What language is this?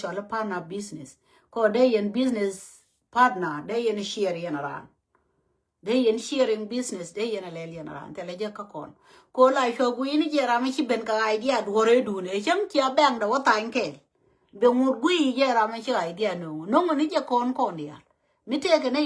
Nuer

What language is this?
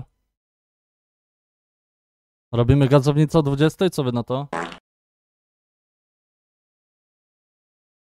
Polish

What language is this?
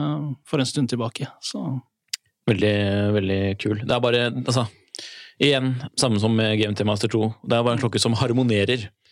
Norwegian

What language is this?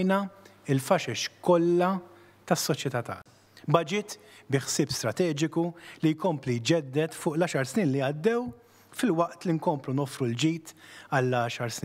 Maltese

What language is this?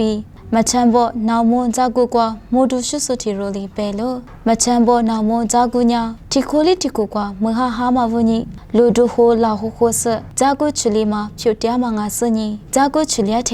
Lisu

